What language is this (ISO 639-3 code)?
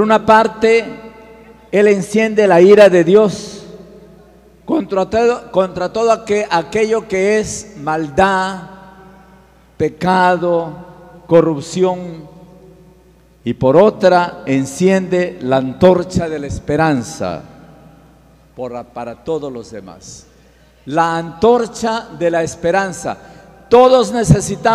spa